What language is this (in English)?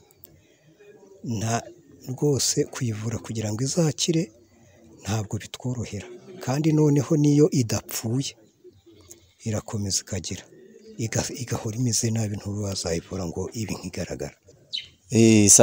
Kinyarwanda